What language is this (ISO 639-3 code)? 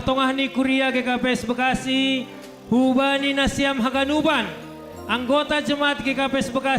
bts